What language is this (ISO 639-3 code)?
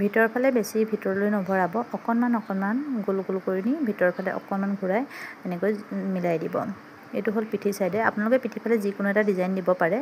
asm